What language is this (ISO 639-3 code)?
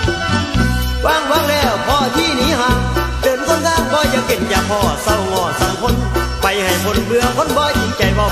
tha